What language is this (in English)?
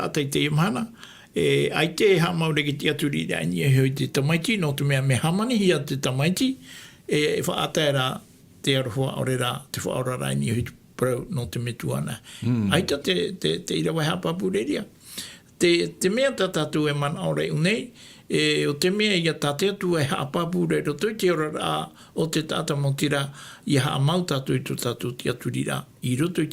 Tahitian